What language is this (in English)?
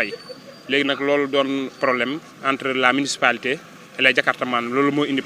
Wolof